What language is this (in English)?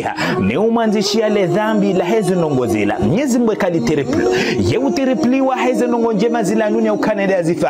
Ngazidja Comorian